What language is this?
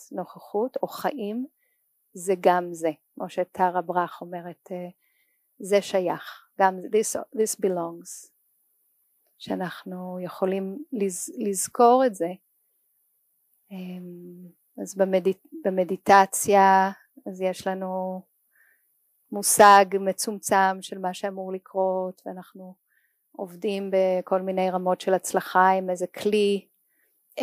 Hebrew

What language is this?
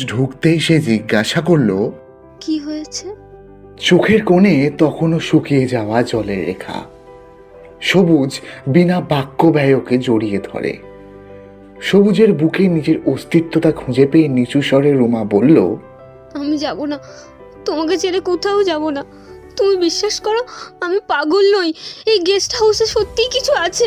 Bangla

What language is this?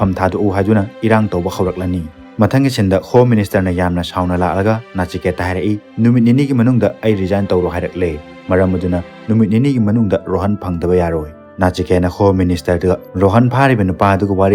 Manipuri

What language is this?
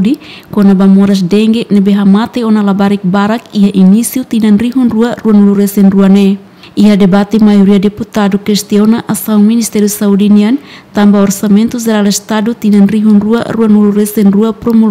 Tetum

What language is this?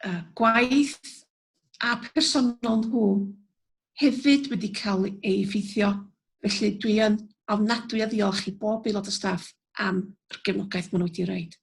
Welsh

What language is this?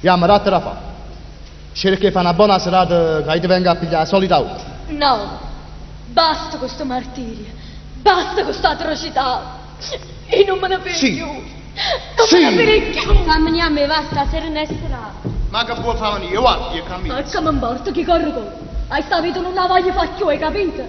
Neapolitan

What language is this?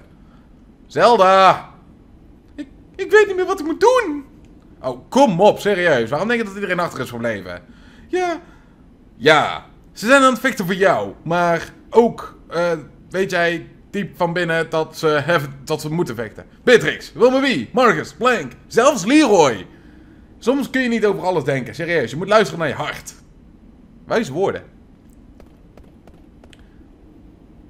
Dutch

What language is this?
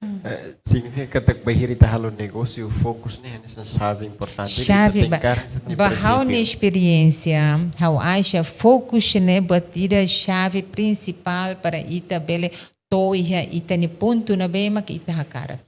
Tetum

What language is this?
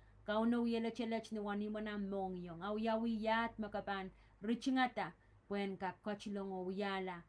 Pohnpeian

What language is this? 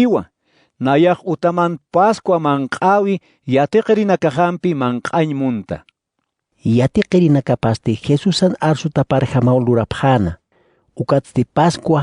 Aymara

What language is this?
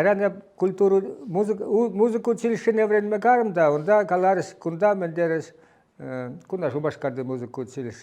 Chuvash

